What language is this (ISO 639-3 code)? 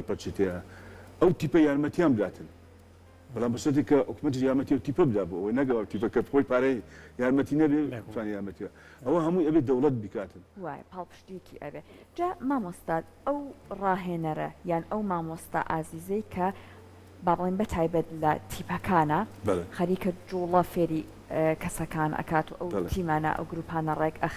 ckb